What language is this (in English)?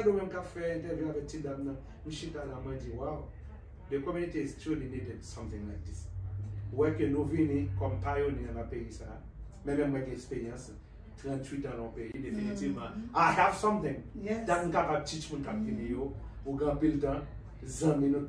Haitian Creole